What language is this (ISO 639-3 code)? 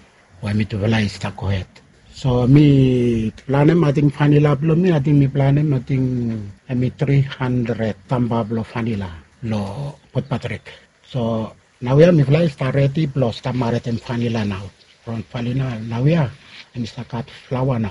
bis